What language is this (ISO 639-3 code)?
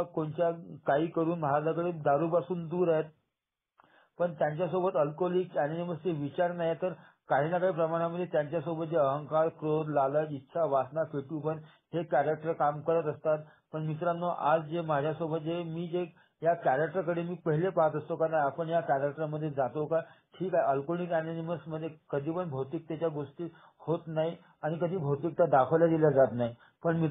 mar